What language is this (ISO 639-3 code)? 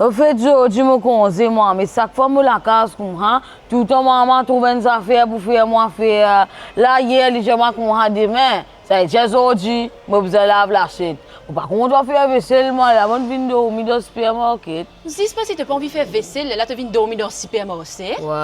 mfe